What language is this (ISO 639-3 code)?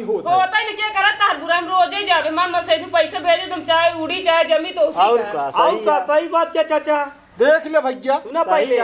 awa